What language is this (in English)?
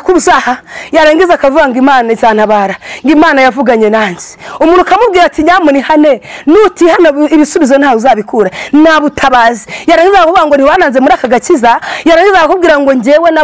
Kinyarwanda